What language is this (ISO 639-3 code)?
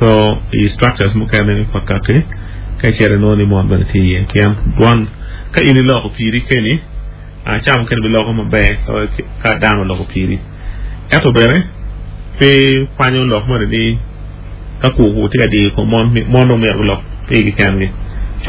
ach